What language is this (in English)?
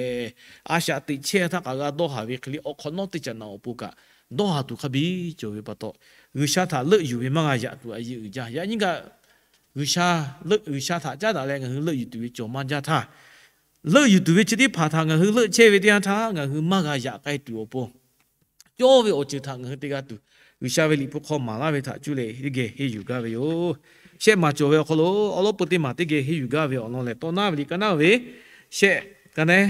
Lahu